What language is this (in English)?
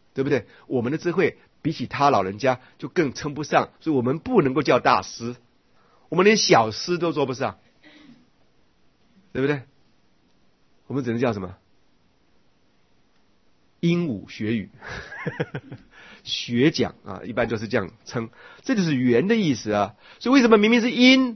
Chinese